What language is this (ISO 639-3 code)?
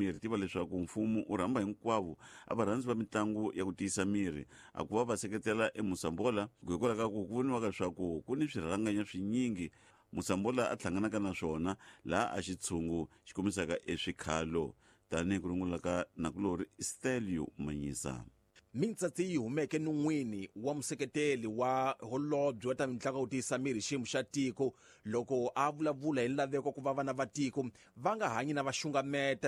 tso